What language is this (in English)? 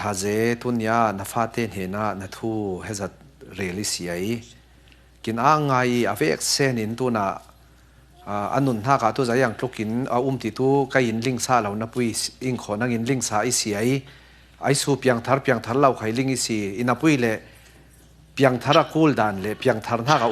Falam Chin